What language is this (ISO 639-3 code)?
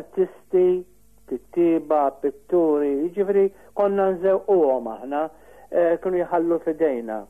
mlt